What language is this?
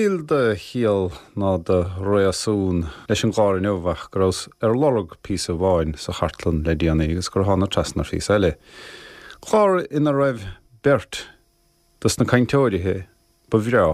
Irish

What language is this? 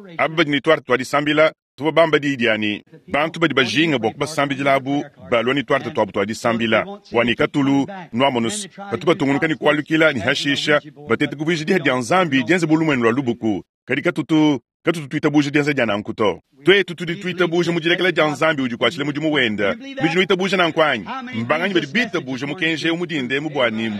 Luba-Lulua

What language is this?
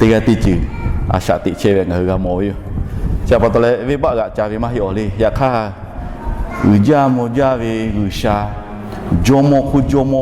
Lahu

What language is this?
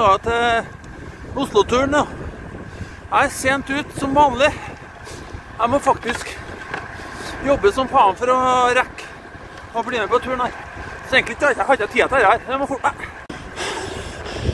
Norwegian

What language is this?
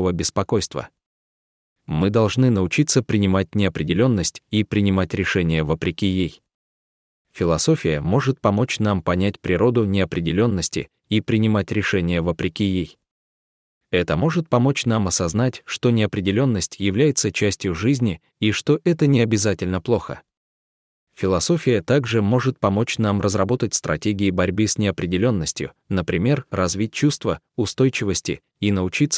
Russian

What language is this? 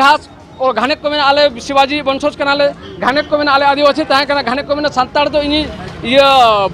Santali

